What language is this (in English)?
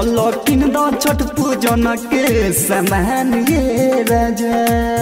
Bhojpuri